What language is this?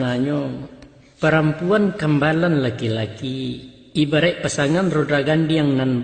Minangkabau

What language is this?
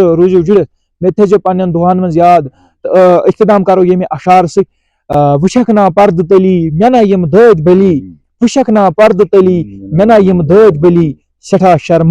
Kashmiri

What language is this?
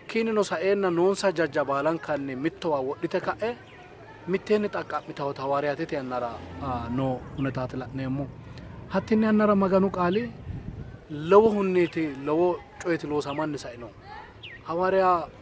Sidamo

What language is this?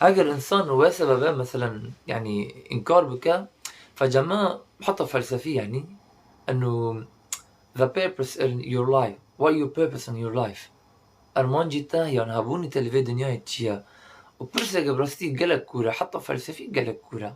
Kurdish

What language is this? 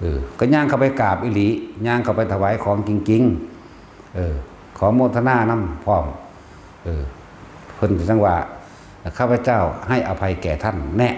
Northeastern Thai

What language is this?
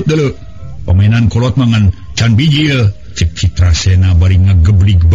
Sundanese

